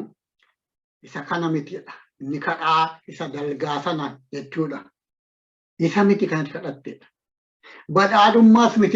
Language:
Oromo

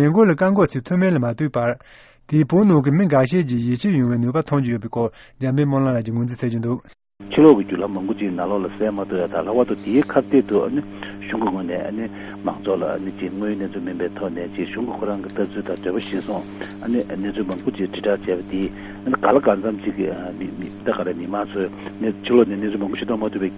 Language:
Tibetan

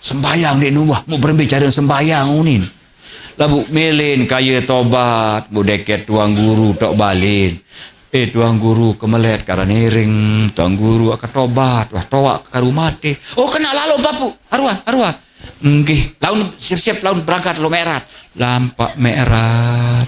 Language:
Sasak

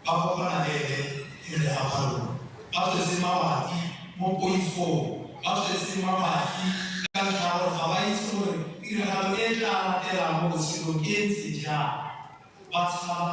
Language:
Tswana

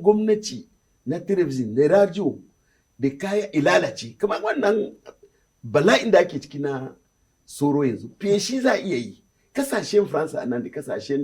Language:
Hausa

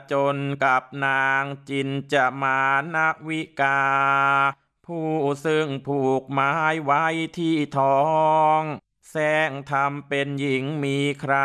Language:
Thai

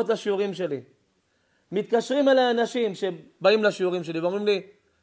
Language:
Hebrew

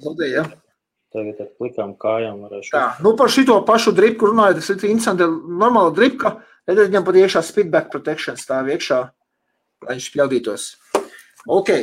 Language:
Latvian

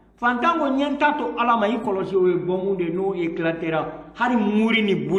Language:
Bambara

